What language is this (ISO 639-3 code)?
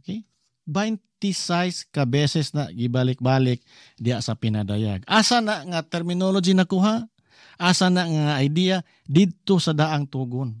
ceb